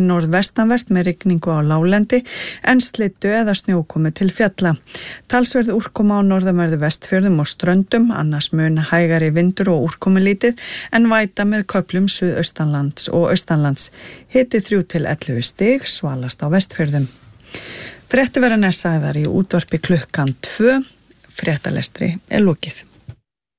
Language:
Icelandic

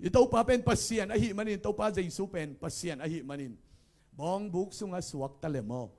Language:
Tedim Chin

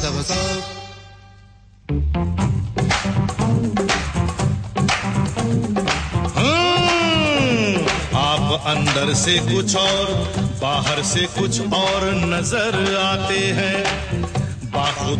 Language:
Hindi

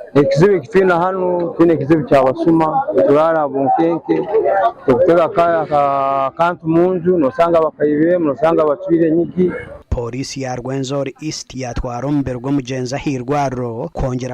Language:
Nyankole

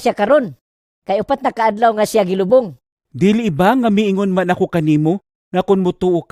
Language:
Cebuano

